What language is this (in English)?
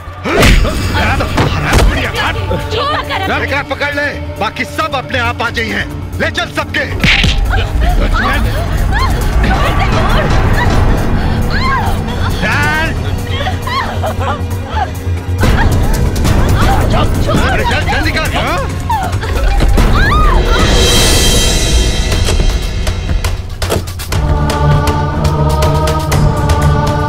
Bhojpuri